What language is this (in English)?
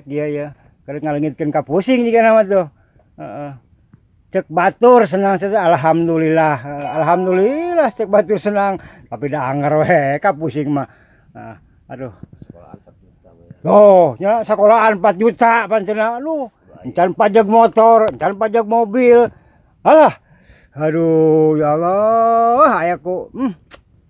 Sundanese